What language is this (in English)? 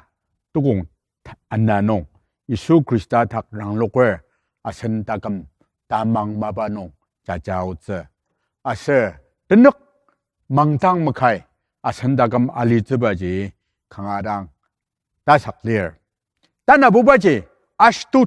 Ao Naga